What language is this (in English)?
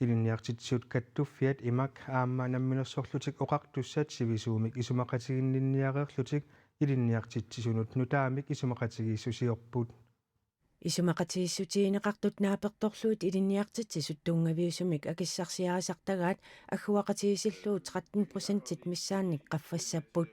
Kalaallisut